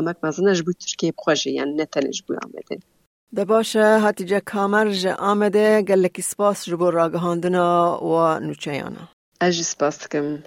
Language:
Kurdish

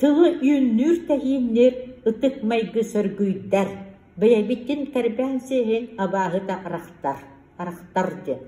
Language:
Yakut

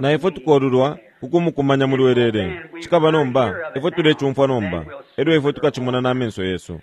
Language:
Bemba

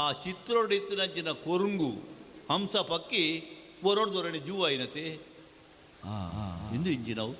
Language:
Tulu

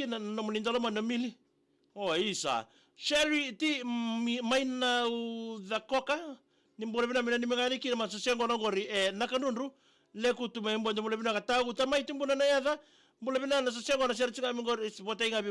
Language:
Fijian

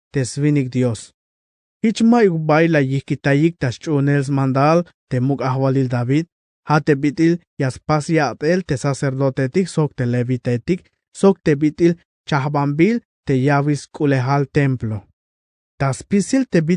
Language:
Tzeltal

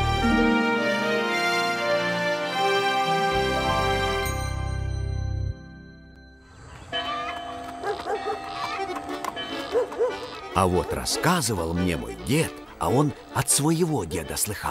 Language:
Russian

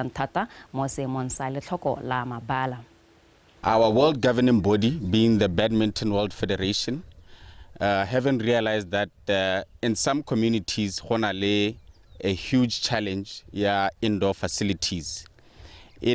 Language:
Tswana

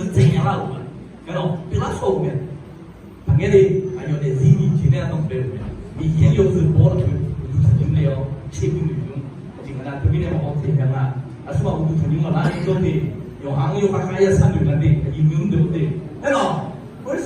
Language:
Akha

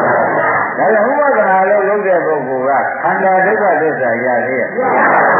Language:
Burmese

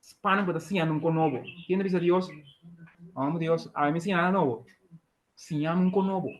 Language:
Papiamento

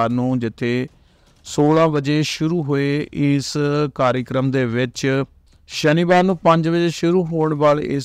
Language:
Punjabi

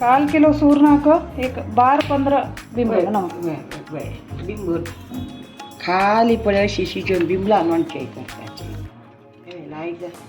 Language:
Konkani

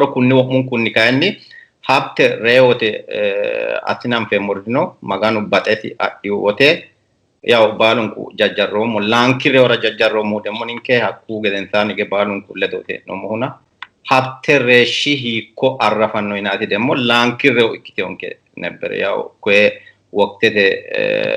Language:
Sidamo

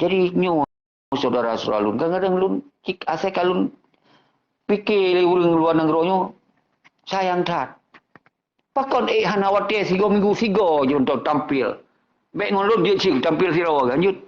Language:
Achinese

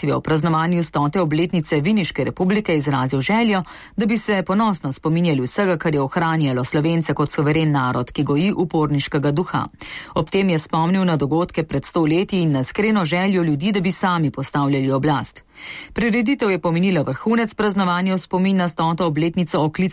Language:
Slovenian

